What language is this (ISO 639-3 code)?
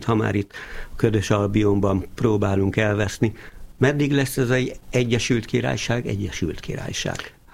hun